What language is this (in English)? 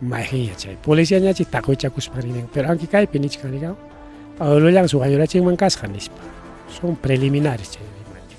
Ayacucho Quechua